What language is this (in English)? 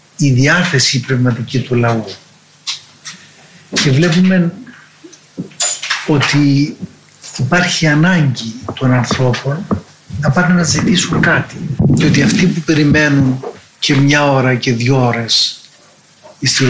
Greek